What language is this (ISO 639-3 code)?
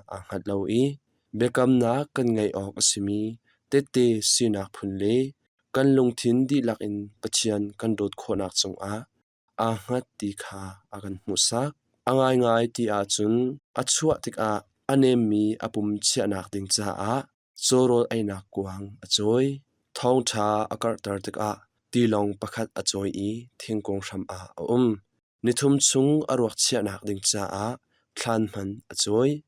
cnh